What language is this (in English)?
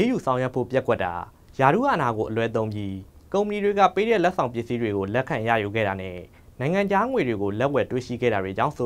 Burmese